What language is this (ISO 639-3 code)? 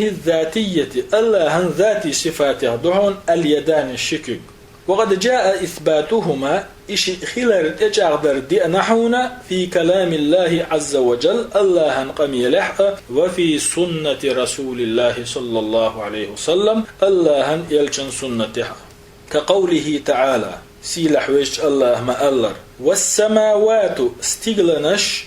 che